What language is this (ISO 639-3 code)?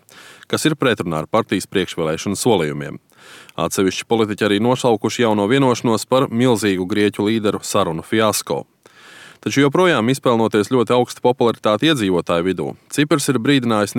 lav